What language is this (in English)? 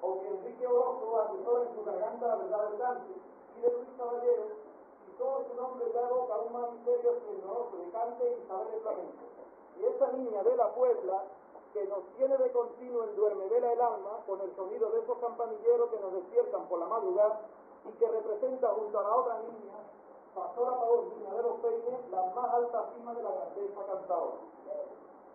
Spanish